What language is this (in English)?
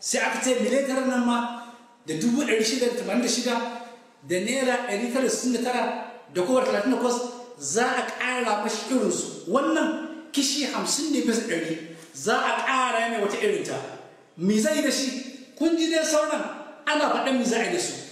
Hausa